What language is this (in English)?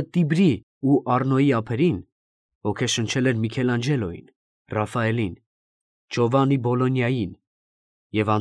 Armenian